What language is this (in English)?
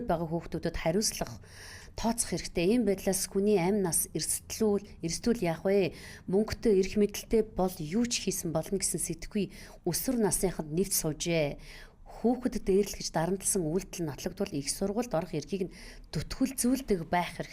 Mongolian